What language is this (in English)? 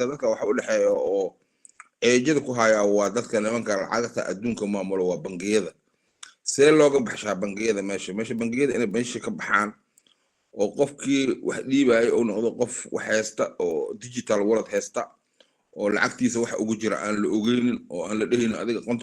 Somali